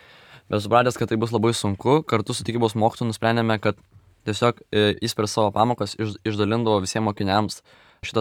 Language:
Lithuanian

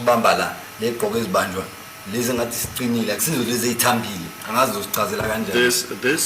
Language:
Zulu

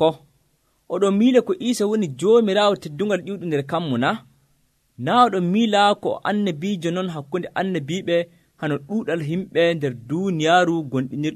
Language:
Nigerian Fulfulde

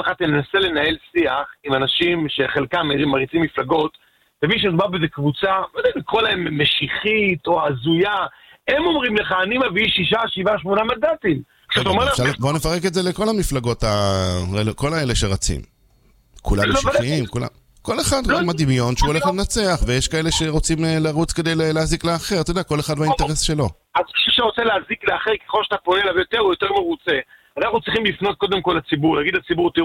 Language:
Hebrew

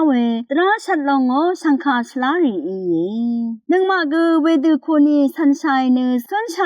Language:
Rawang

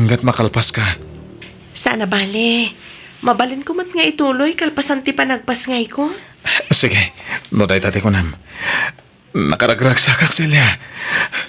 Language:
Iloko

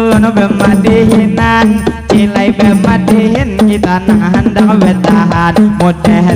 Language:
Banjar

